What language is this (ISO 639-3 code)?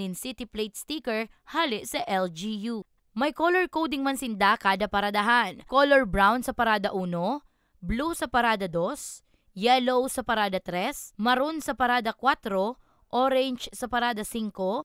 bik